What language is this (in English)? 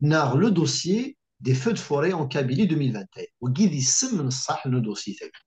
Kabyle